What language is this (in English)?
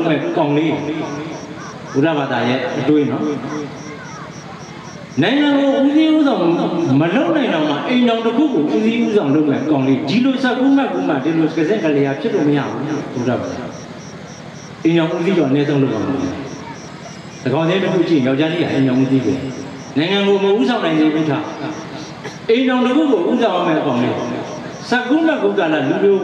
Burmese